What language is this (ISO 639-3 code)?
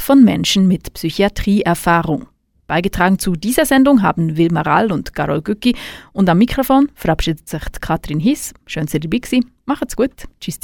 deu